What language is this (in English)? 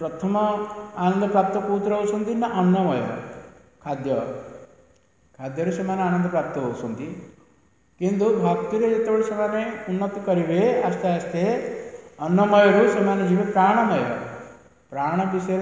Odia